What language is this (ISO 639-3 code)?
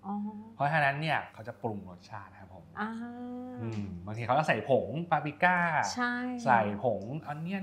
tha